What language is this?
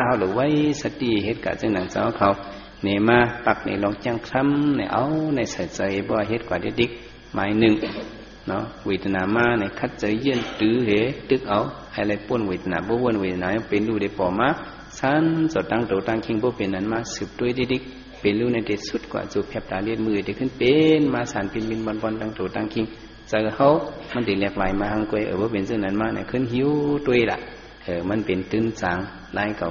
Shan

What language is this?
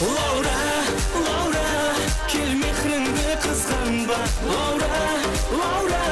Kara-Kalpak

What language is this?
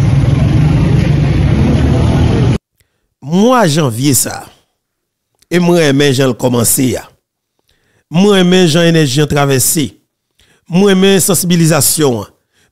Haitian Creole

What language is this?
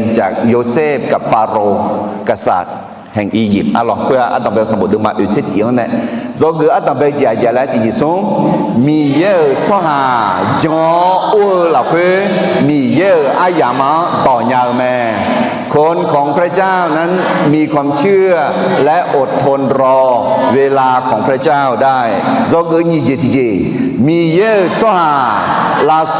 Akha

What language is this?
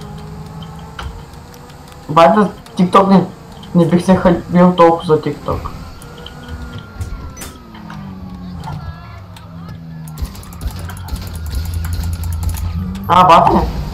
Bulgarian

